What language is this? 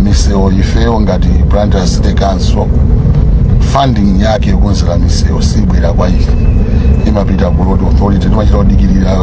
Nyanja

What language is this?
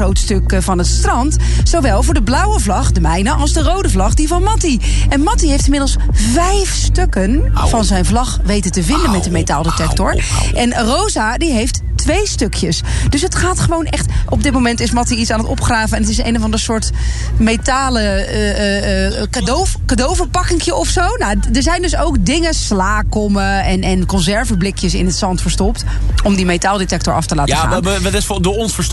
Dutch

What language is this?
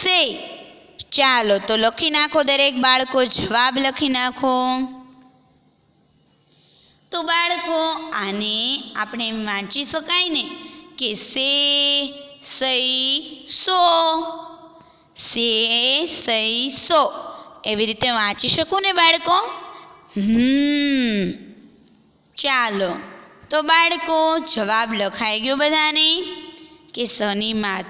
Gujarati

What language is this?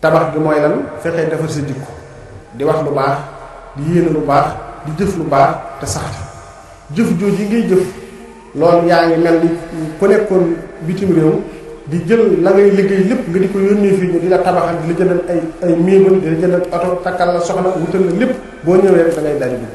Wolof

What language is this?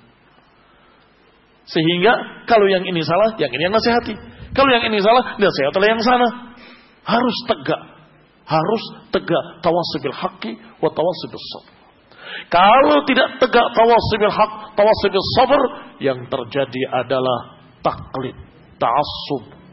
Indonesian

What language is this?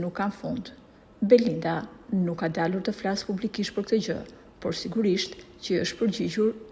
Albanian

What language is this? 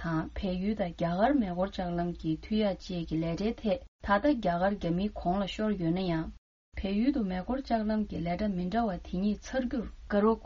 Tibetan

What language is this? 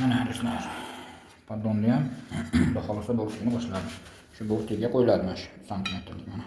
Uzbek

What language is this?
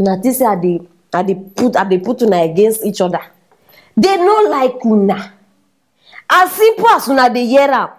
Nigerian Pidgin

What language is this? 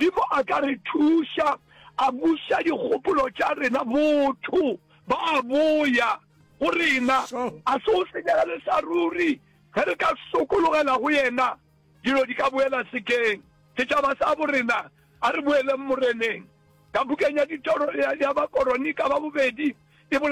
Northern Sotho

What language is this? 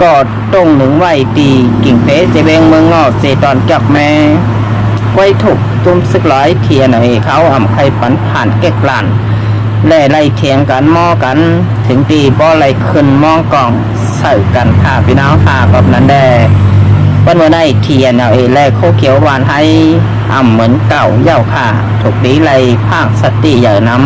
Shan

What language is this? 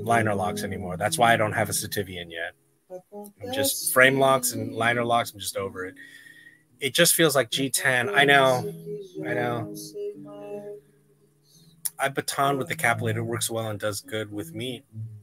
English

